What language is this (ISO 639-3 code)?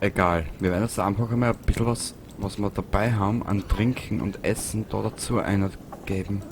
bar